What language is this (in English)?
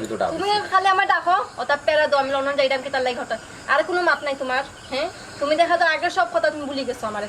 Sylheti